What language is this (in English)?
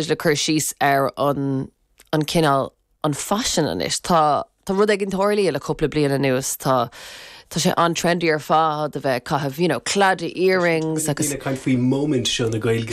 Irish